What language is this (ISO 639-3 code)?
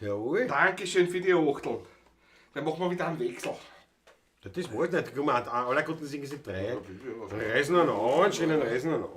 bar